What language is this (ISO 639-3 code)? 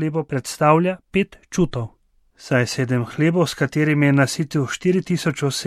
slv